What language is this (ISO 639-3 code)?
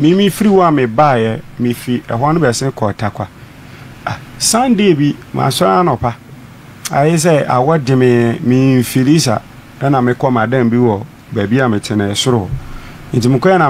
aka